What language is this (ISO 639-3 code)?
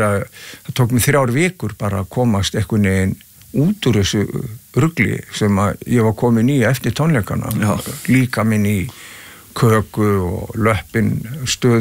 isl